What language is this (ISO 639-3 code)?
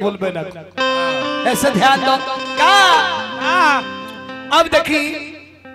bho